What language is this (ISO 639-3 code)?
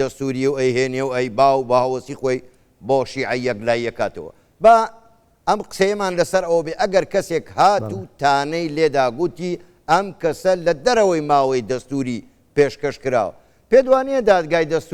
ckb